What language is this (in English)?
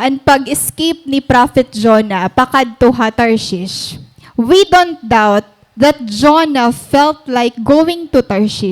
Waray